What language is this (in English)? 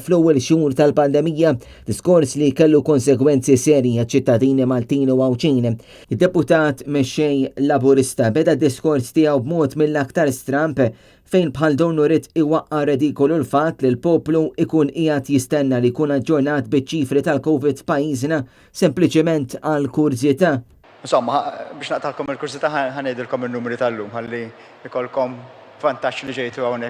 Maltese